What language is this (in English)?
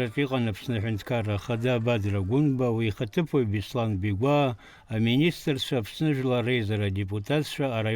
Abkhazian